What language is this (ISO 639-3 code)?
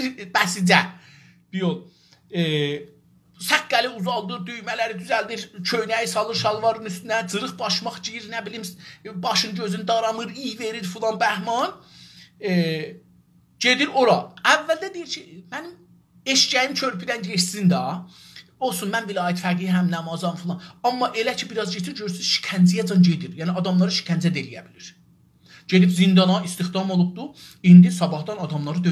azb